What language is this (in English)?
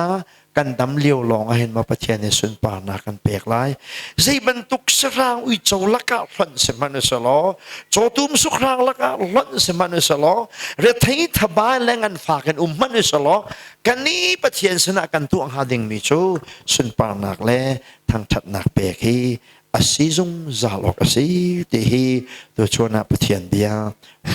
Hakha Chin